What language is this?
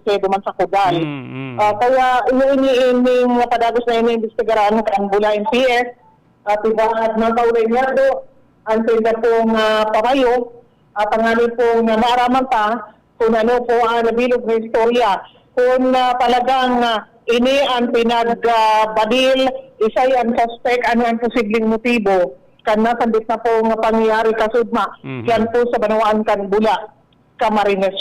Bikol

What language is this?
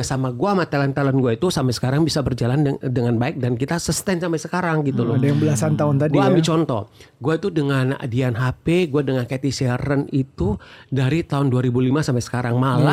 Indonesian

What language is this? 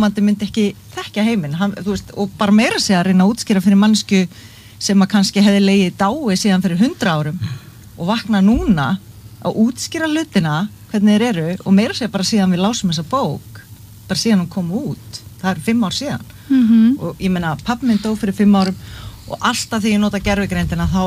Icelandic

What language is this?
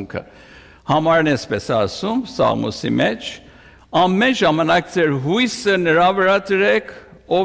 Armenian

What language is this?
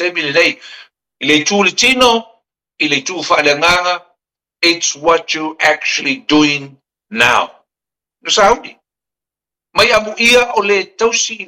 Samoan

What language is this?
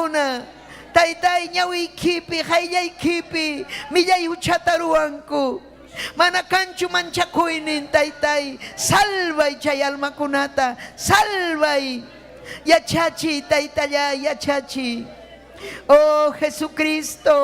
Ayacucho Quechua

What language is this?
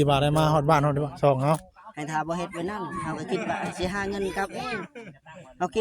Northeastern Thai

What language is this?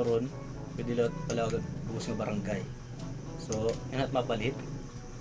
Waray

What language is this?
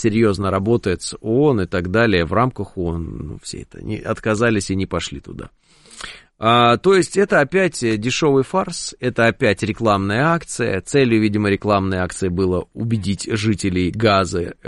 Russian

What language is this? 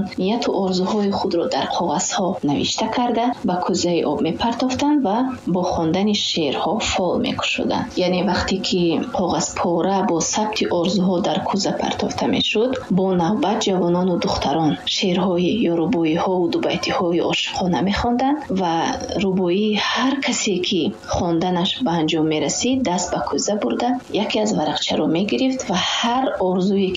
Tajik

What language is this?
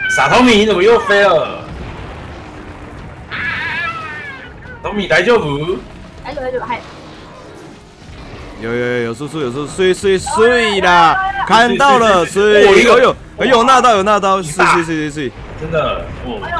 Chinese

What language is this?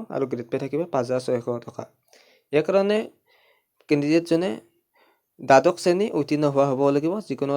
Assamese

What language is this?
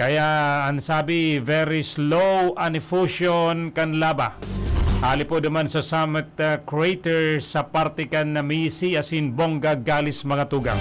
Bikol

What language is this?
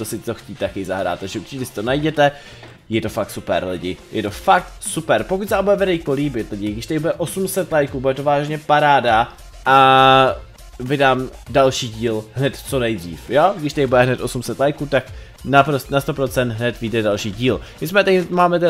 Czech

